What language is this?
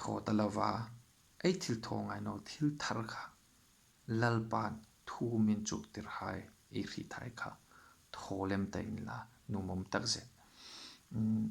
Hmar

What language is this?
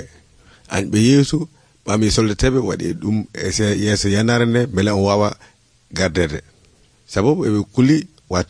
Nigerian Fulfulde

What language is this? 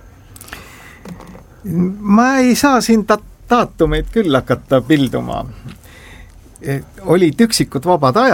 Estonian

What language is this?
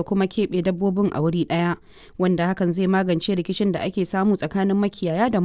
Hausa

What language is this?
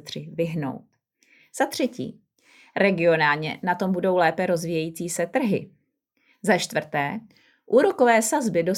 Czech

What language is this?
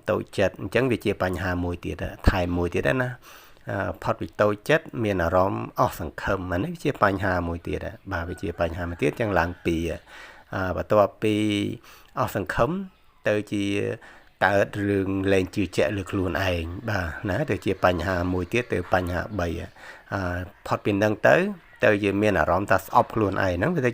Khmer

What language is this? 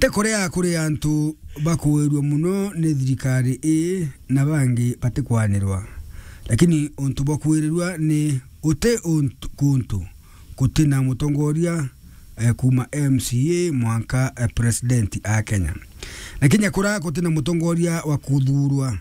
Meru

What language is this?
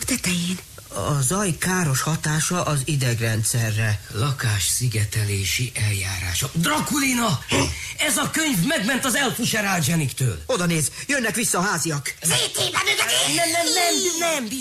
Hungarian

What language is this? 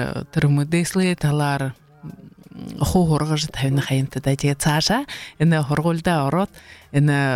Buriat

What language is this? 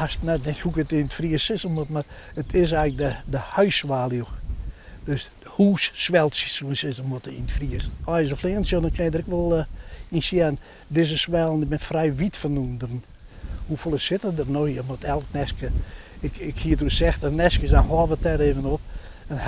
Western Frisian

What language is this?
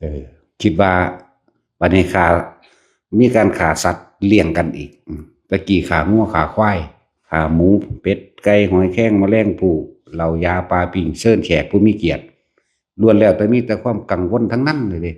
Lao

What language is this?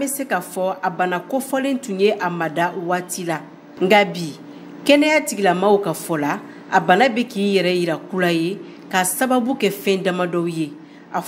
Bambara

